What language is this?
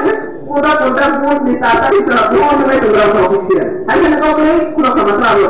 Riang (India)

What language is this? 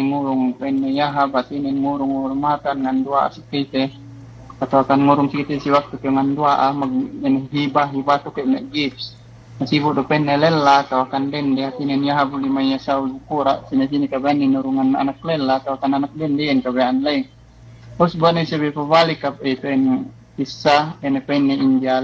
Yakan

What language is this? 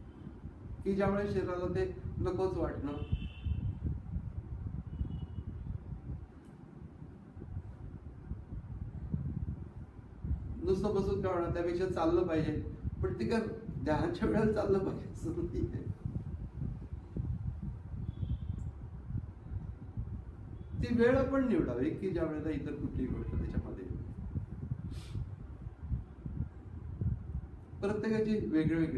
Marathi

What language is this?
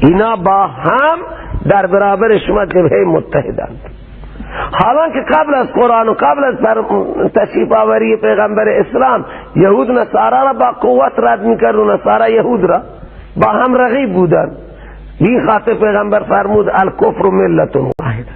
Persian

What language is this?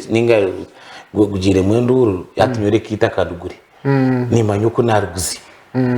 Nyankole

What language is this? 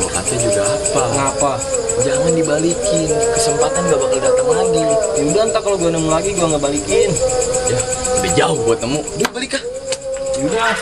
Betawi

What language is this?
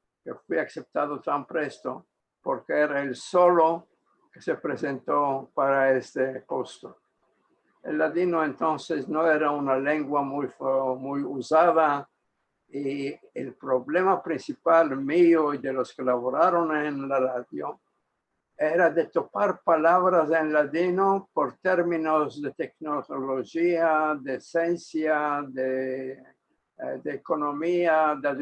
Ladino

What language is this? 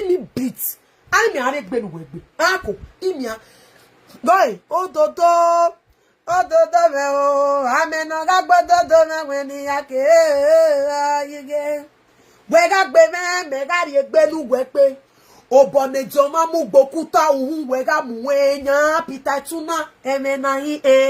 Nigerian Pidgin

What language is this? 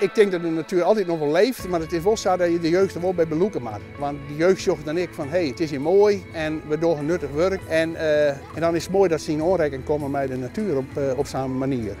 Western Frisian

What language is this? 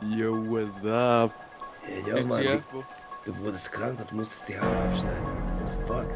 Swiss German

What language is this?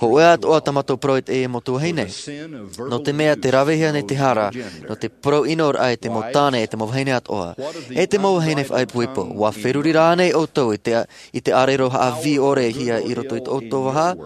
Tahitian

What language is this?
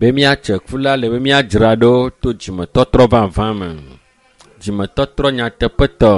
Ewe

